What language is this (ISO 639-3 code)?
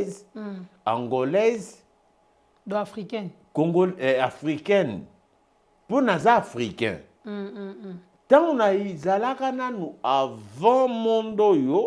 lin